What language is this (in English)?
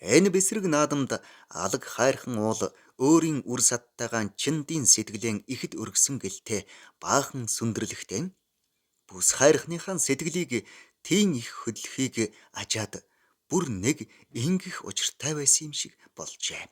Mongolian